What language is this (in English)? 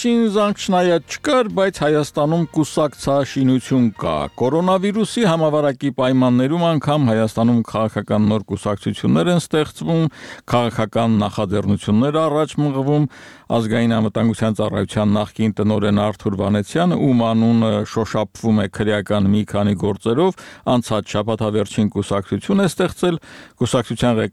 Armenian